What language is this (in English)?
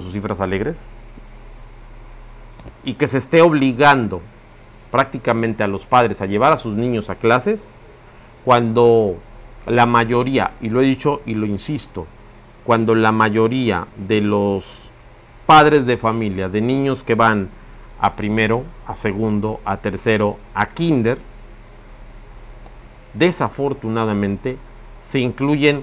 Spanish